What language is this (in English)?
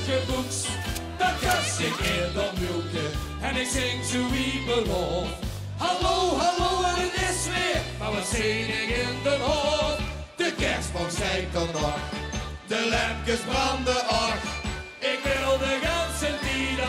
Limburgish